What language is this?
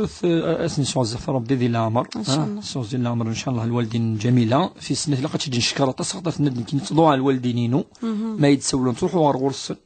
Kabyle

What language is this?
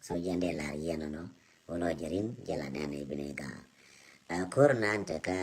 Nuer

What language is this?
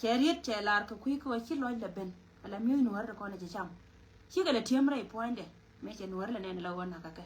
Nuer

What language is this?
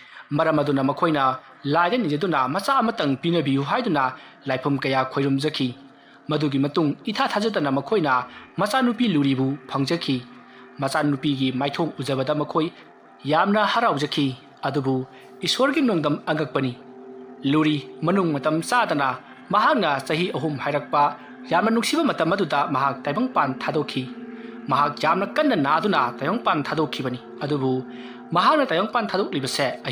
Manipuri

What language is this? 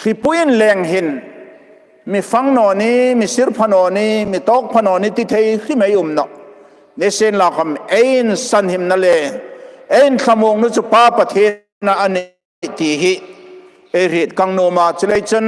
Hmar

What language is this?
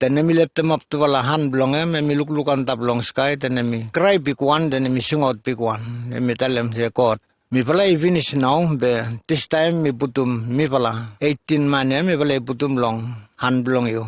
Bislama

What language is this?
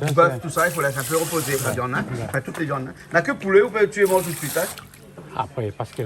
Réunion Creole French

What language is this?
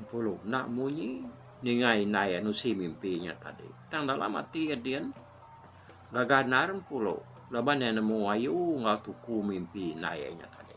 Iban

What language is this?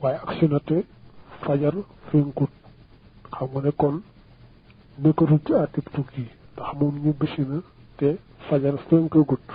Wolof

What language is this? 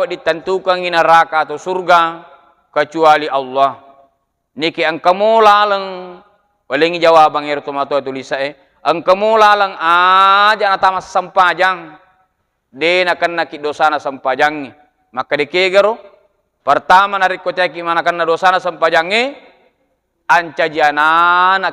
Buginese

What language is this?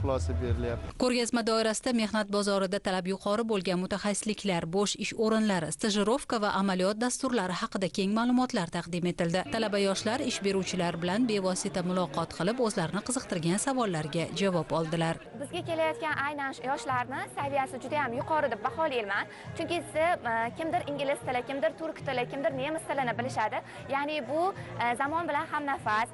Uzbek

